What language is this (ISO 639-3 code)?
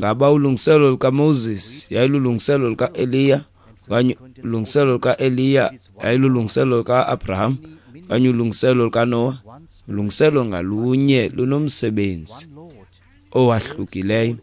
xho